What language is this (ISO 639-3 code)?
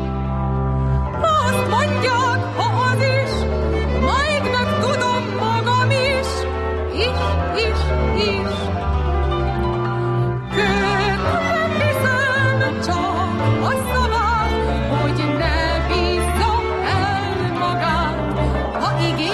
hun